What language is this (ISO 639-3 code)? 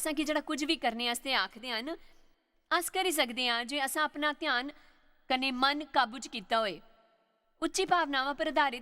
doi